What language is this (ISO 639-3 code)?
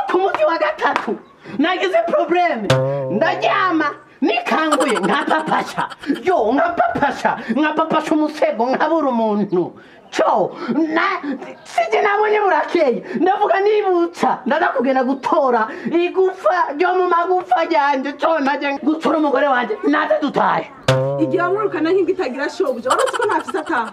run